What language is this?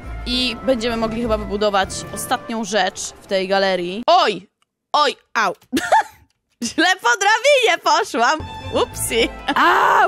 Polish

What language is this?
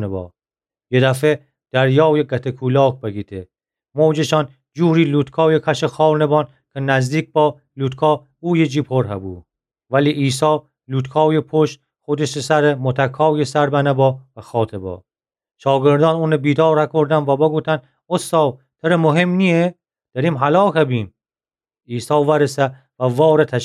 Gilaki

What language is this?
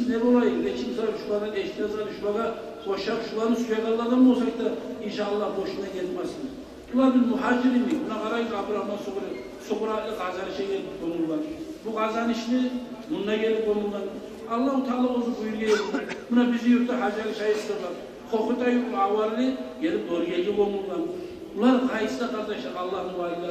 Kumyk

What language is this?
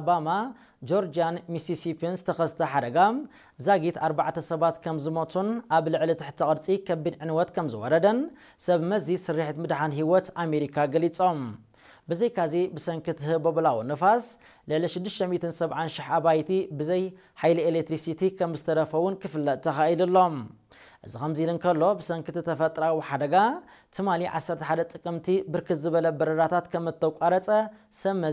Tigrinya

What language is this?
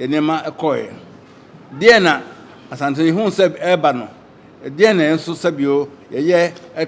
Akan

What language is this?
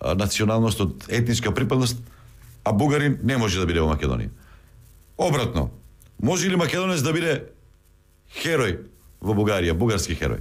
Macedonian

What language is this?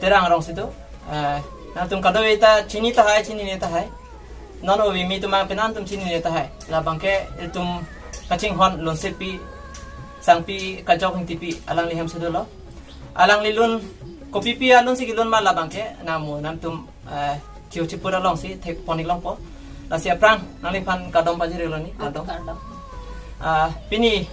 Karbi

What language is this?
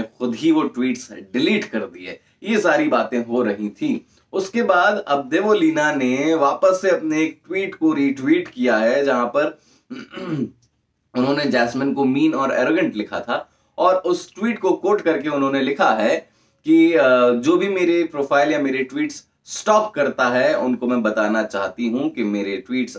Hindi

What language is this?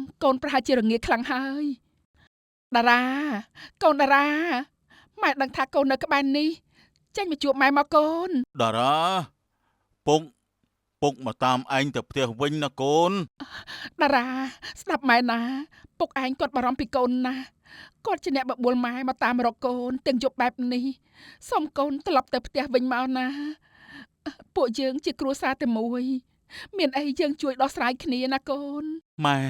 Khmer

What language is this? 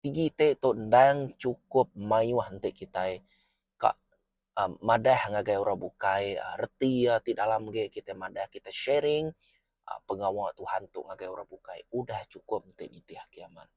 Iban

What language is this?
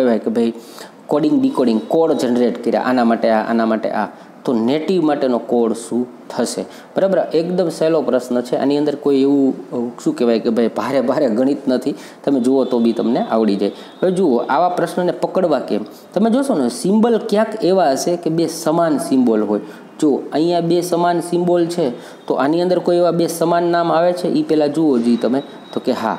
Gujarati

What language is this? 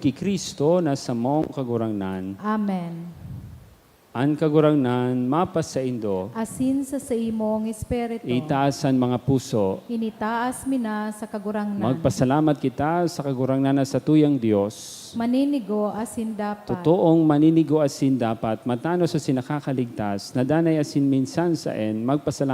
Bikol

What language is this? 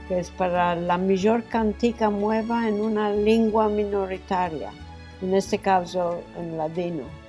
Ladino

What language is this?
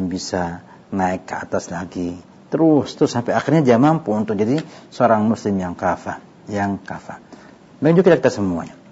Indonesian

